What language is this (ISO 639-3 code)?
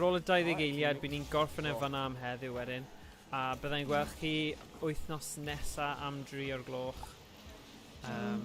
cym